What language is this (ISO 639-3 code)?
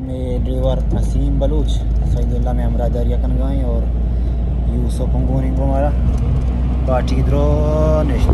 bal